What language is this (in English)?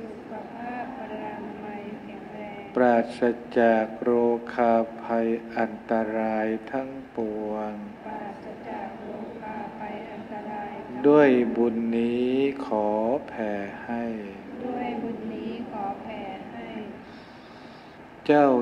Thai